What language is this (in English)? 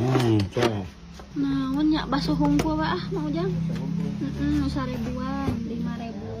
Sundanese